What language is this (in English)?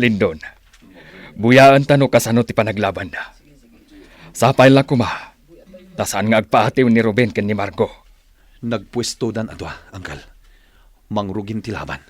Iloko